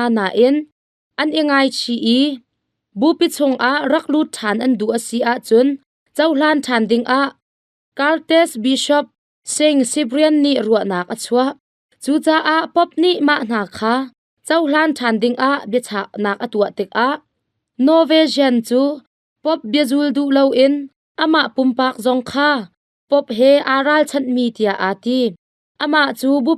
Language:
Hakha Chin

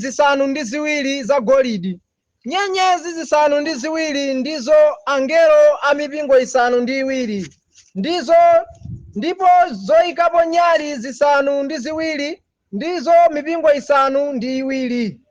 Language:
Nyanja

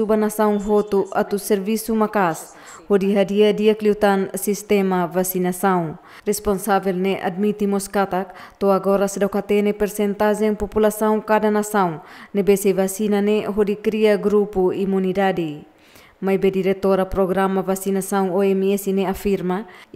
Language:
Tetum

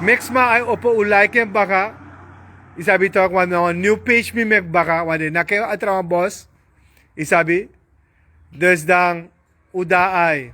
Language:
Sranan Tongo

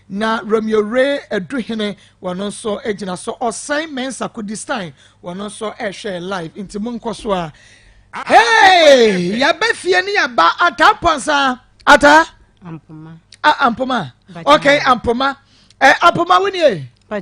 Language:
Akan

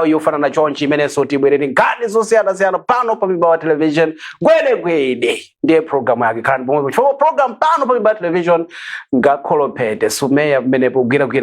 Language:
Nyanja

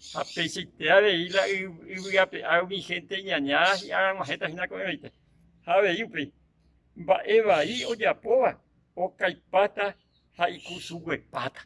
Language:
Guarani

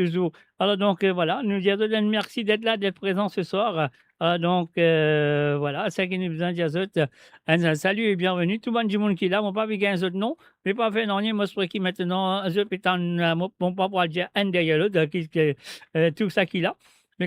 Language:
Morisyen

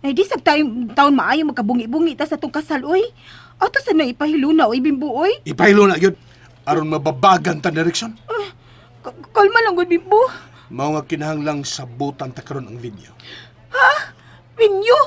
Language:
Cebuano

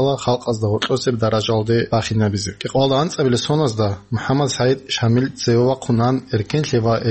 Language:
Avaric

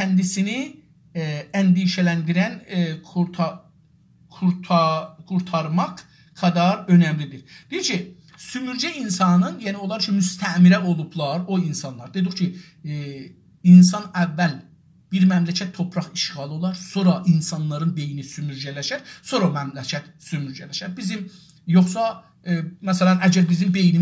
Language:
South Azerbaijani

